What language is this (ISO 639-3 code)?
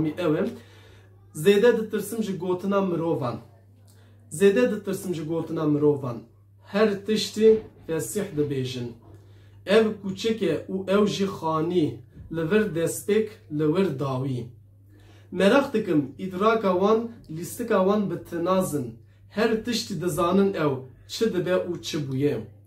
kur